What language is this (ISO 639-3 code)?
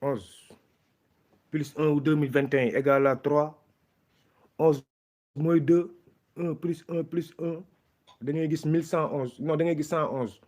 wol